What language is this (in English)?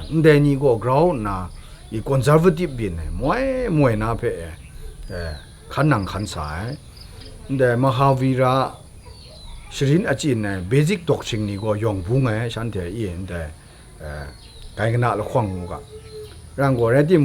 Kachin